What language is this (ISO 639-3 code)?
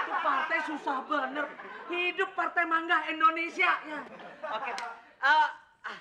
bew